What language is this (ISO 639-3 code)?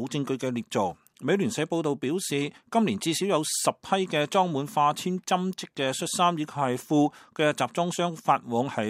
yue